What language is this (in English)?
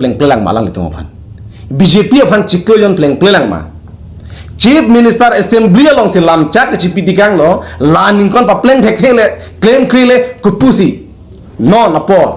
Karbi